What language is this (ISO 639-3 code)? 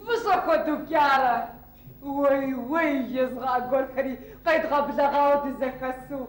kbd